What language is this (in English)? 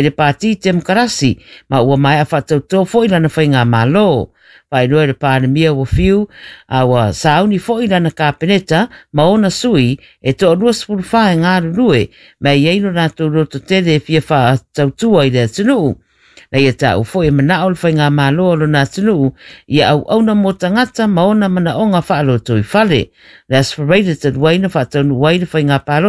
Samoan